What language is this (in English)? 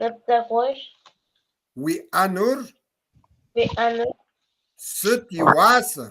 Kabardian